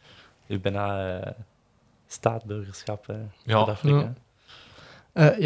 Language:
Dutch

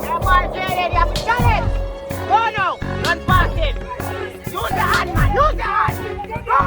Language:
Jamaican Creole English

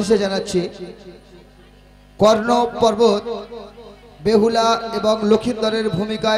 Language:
Bangla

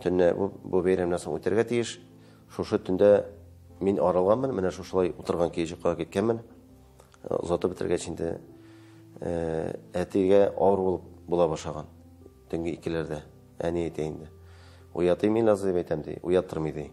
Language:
Tatar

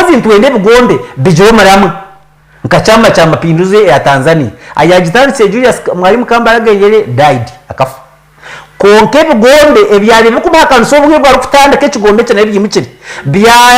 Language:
Nyankole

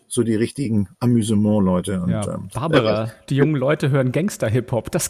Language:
German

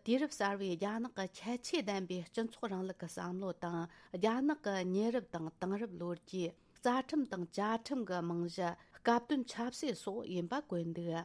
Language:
Tibetan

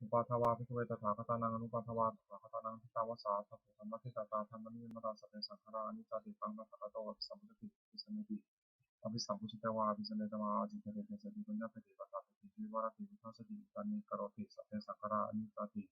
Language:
Pali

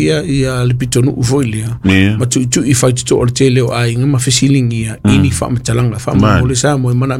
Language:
Samoan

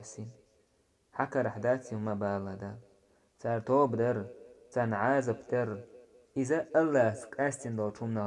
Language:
Chechen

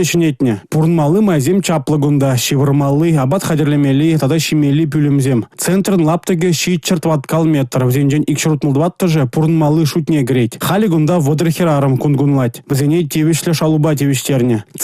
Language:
Chuvash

